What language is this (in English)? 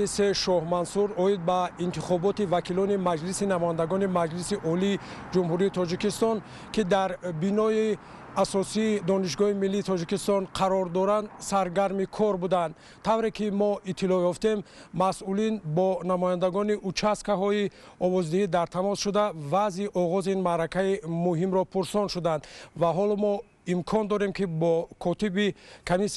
Tajik